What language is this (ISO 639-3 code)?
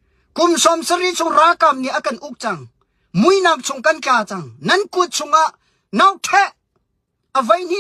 cnh